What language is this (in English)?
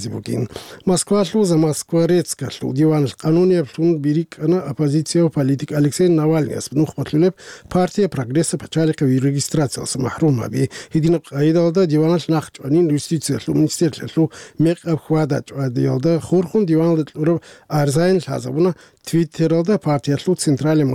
Avaric